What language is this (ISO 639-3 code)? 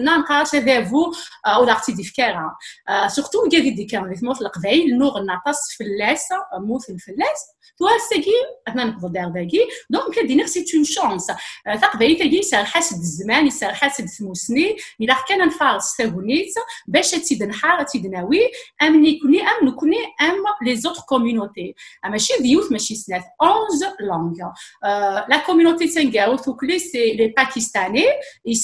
kab